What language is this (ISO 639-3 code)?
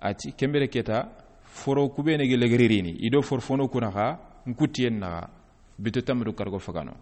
snk